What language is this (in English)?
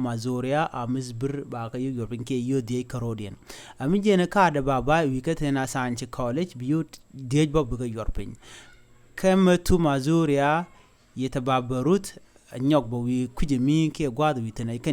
Nuer